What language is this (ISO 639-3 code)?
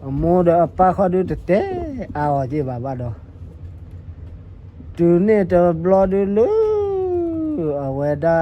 ksw